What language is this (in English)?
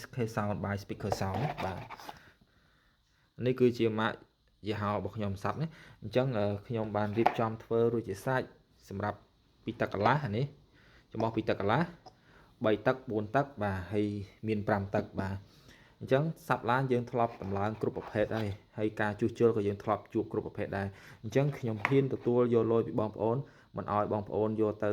Khmer